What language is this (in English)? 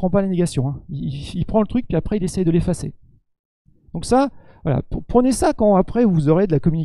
French